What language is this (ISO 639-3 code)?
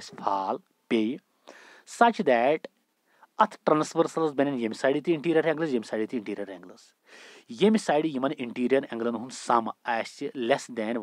kas